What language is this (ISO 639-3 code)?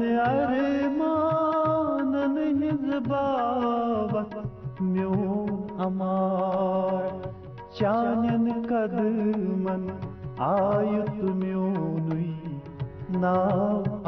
kas